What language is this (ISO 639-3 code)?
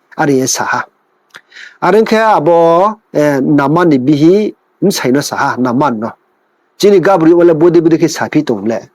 ria